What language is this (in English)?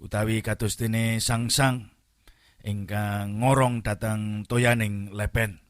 Javanese